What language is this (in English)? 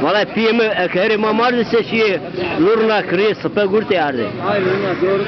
Zaza